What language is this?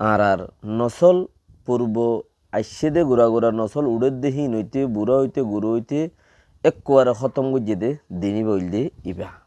Rohingya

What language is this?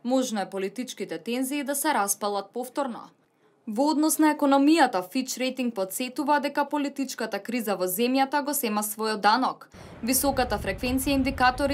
Macedonian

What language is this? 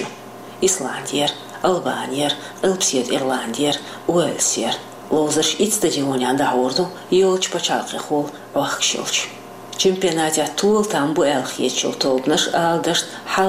Chechen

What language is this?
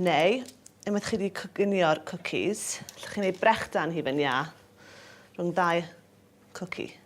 Welsh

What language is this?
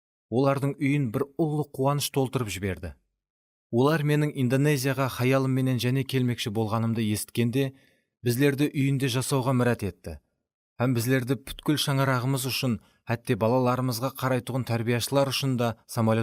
Kara-Kalpak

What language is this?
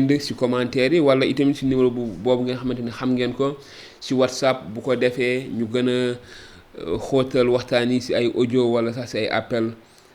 Wolof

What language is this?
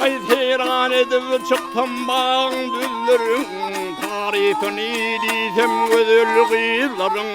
Turkmen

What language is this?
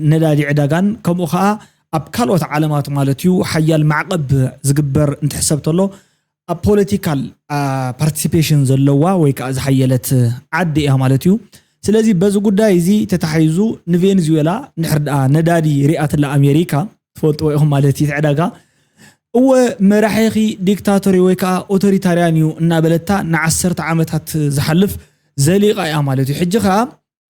Tigrinya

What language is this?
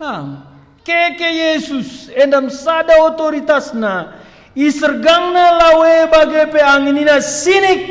Batak Karo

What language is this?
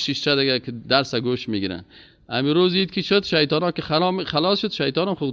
Persian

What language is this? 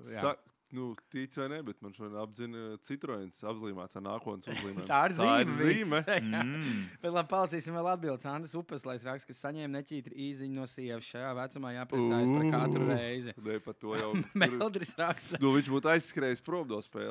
Latvian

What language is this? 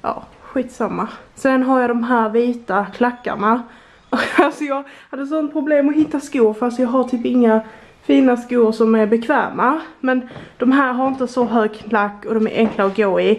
Swedish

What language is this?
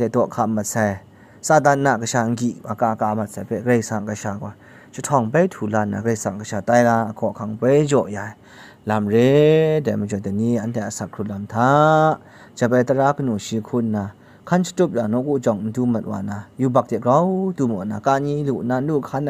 Kachin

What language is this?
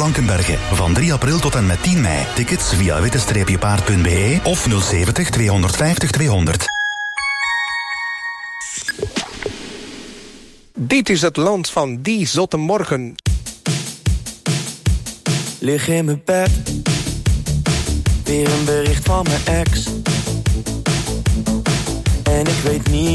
Dutch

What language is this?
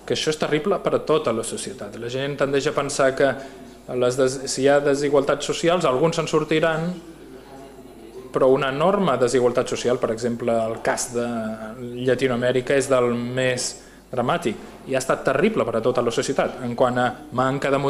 Catalan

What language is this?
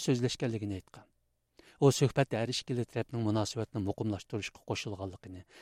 Uyghur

